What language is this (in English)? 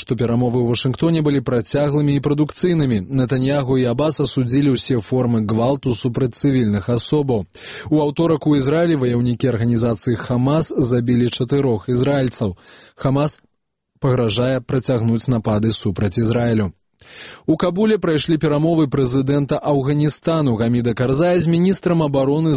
Belarusian